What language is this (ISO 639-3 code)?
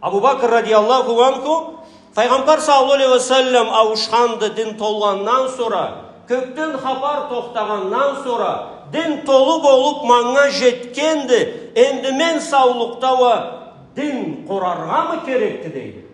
krc